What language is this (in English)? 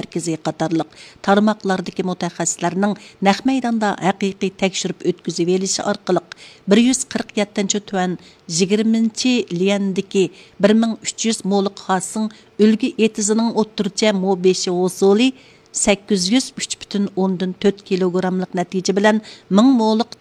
Uyghur